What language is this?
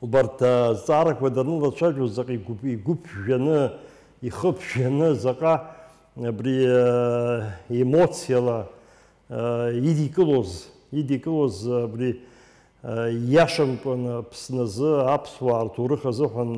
Abkhazian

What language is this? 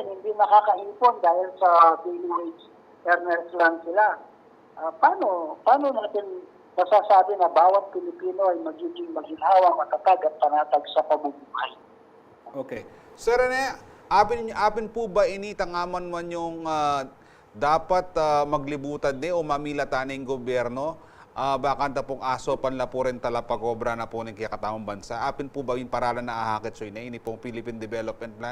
Pampanga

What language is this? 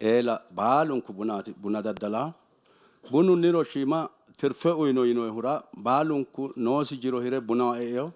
Sidamo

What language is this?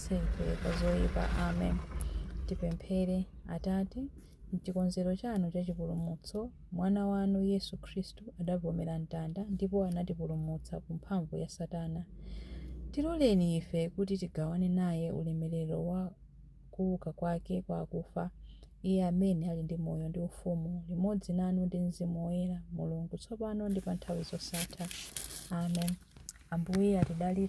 Nyanja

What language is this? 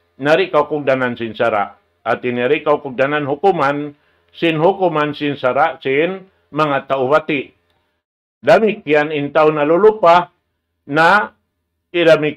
Tausug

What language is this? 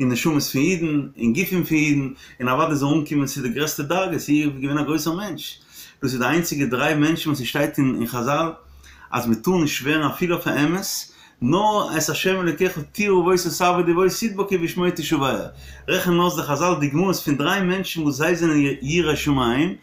Yiddish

